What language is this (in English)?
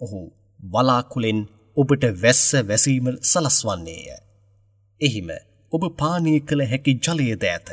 Sinhala